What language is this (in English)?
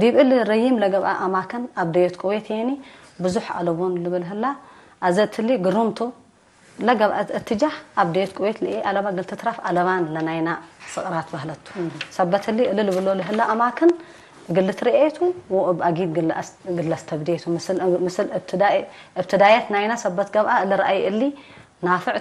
Tigre